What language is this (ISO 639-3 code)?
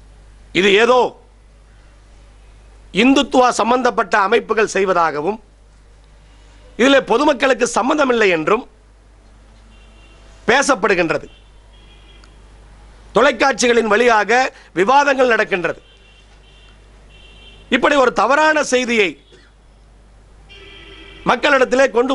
tam